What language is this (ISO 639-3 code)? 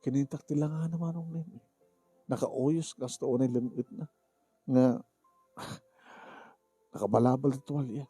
ilo